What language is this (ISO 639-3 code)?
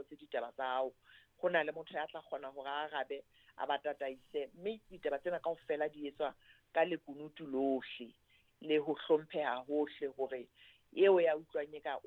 sot